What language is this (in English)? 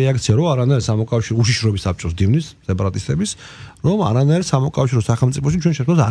Georgian